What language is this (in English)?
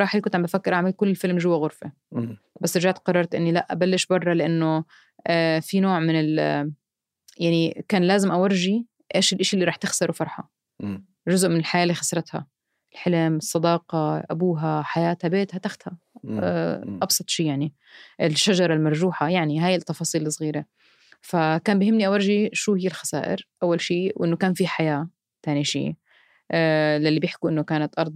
North Levantine Arabic